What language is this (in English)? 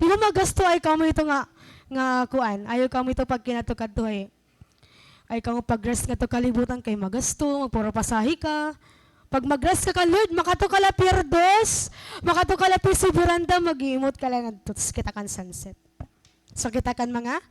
Waray